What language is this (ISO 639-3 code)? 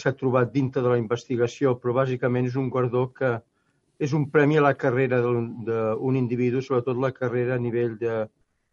cat